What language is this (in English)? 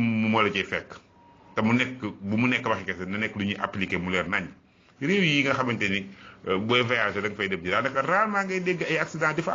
Wolof